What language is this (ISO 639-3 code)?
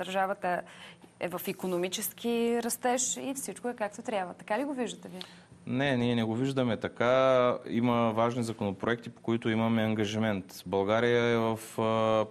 bul